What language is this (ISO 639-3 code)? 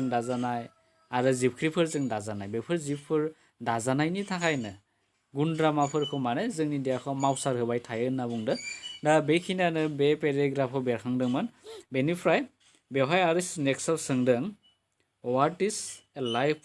brx